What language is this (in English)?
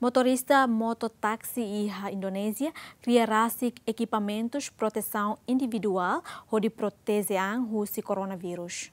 Tetum